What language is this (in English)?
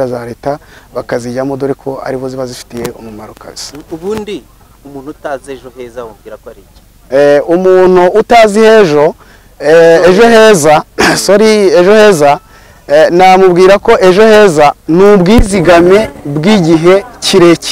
Kinyarwanda